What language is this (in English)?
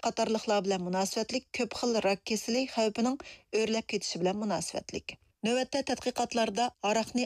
Uyghur